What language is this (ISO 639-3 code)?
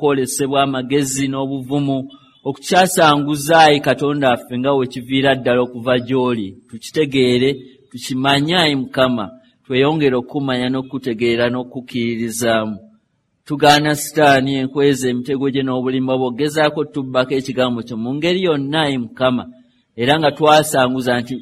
lug